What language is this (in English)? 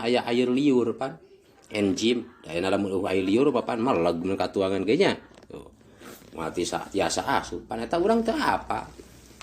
Sundanese